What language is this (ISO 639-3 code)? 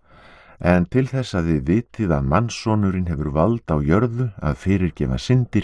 isl